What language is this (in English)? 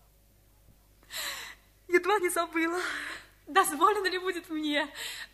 Russian